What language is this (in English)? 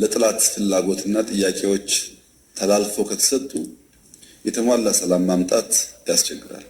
Amharic